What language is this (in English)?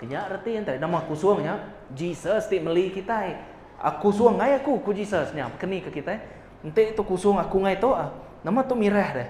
Iban